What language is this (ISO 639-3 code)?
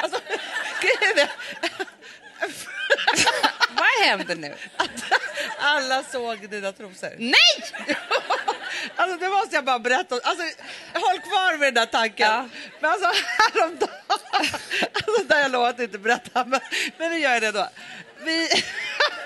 swe